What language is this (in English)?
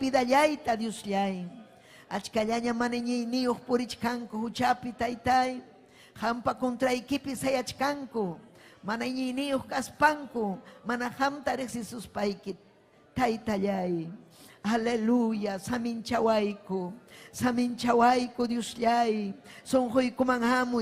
Ayacucho Quechua